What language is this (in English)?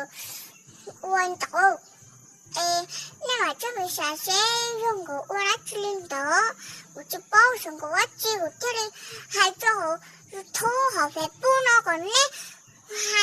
Hmong